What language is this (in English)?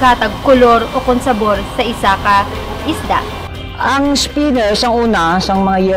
Hiligaynon